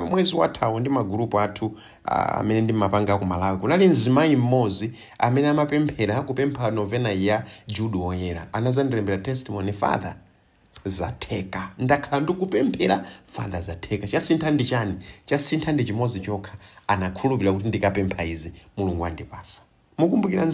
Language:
Nyanja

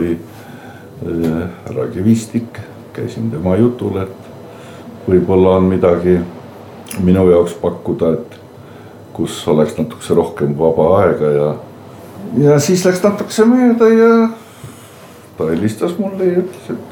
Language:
Estonian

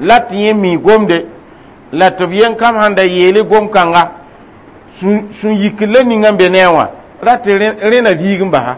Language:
Mossi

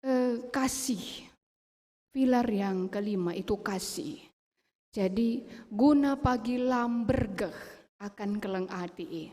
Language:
Batak Karo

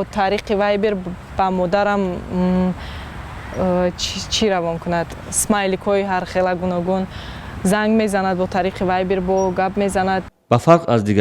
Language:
Tajik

